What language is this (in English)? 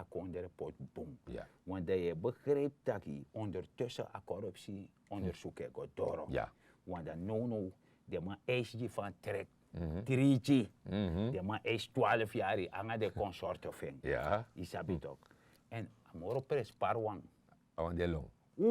Sranan Tongo